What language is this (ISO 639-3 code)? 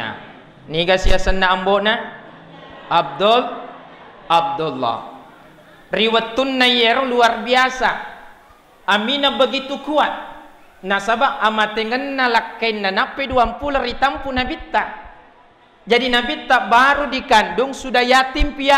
bug